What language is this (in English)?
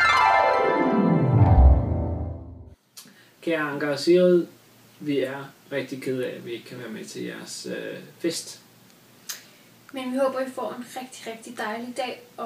Danish